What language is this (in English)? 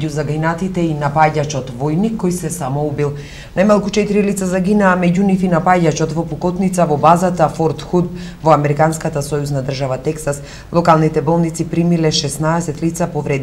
Macedonian